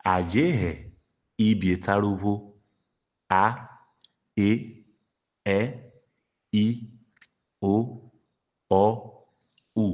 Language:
Urhobo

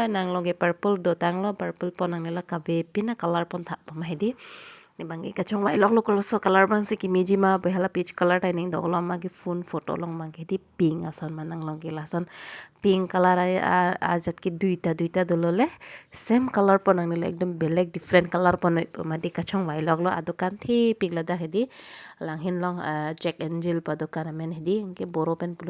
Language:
Karbi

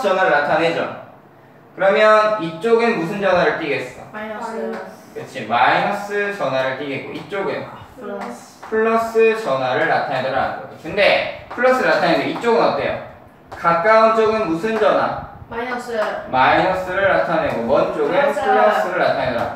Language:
Korean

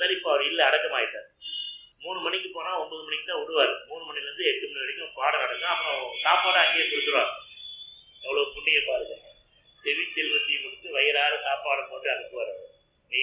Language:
Tamil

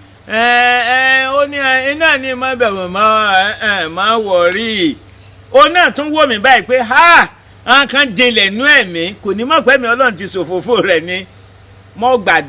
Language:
Yoruba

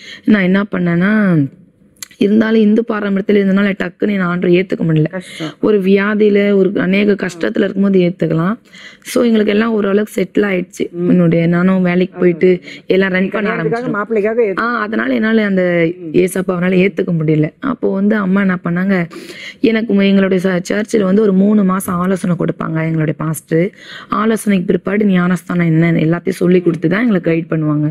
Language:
Tamil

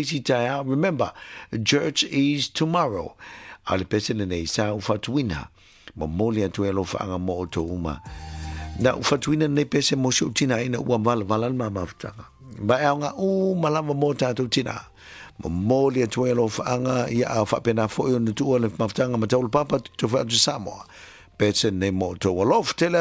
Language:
Samoan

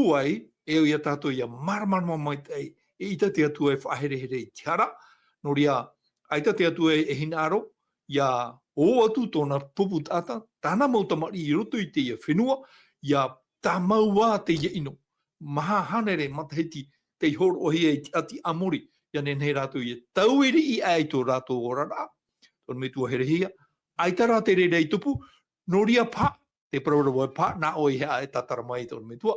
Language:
Tahitian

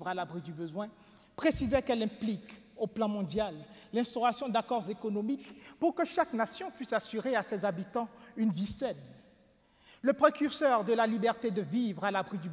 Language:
French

